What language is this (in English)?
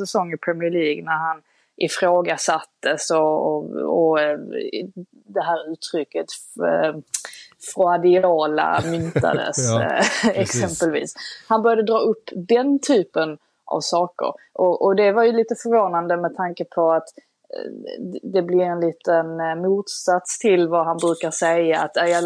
Swedish